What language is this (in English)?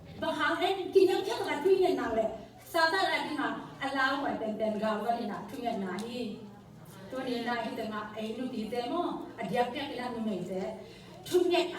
Tedim Chin